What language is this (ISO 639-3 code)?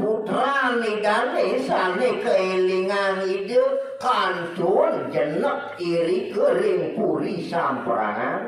ban